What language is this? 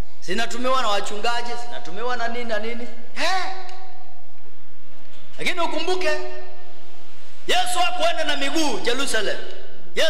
Swahili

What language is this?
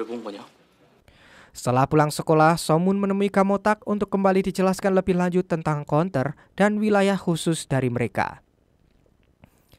Indonesian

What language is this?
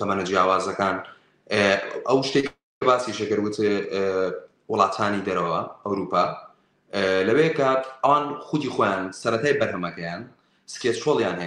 Central Kurdish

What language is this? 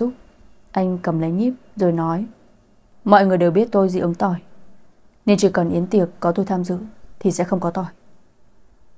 Vietnamese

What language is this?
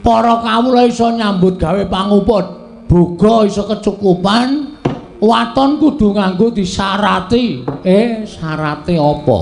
Javanese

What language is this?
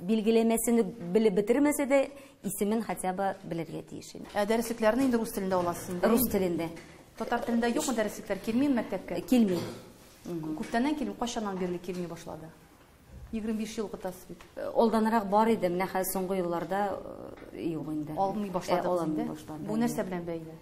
Tatar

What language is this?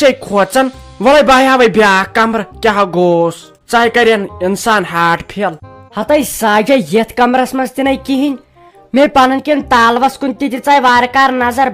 Kashmiri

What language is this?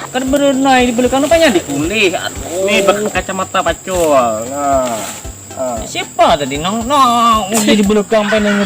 Banjar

